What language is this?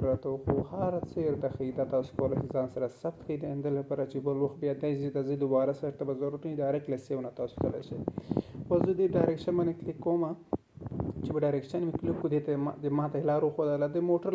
Pashto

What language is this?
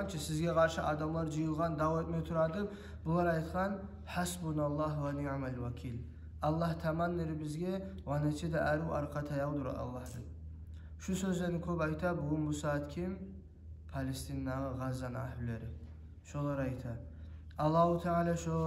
Kumyk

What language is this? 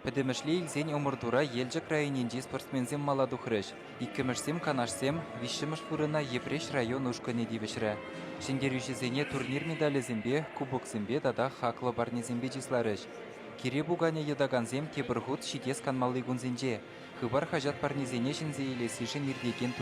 Chuvash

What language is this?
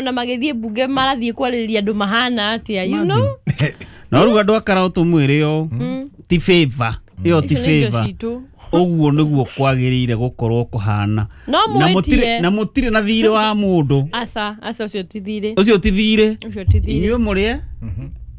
Kikuyu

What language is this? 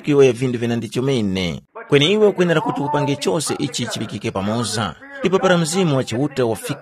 Tumbuka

